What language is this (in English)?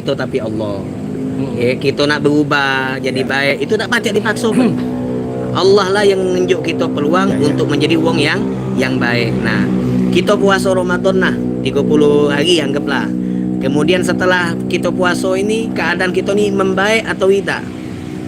Musi